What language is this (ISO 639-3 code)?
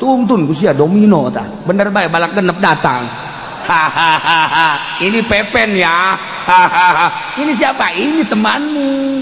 sun